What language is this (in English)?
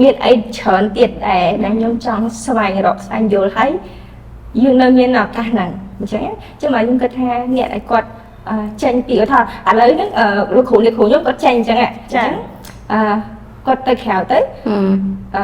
Khmer